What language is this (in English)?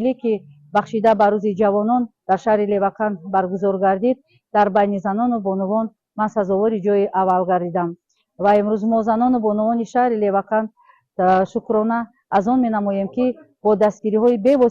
Tajik